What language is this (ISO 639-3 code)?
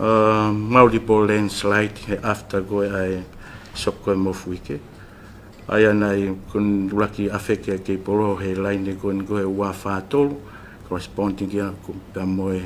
ton